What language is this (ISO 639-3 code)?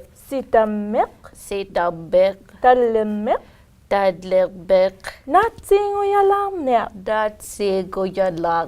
iku